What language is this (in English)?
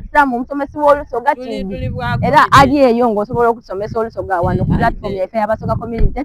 Soga